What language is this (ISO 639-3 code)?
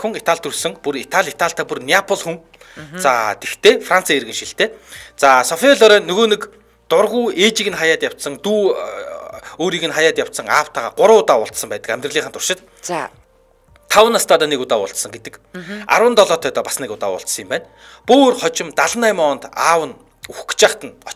mon